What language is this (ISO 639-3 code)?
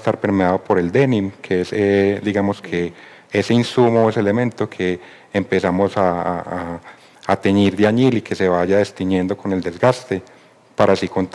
spa